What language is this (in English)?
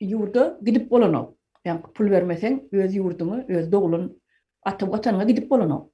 Turkmen